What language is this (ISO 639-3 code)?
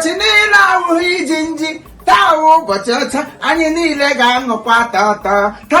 ibo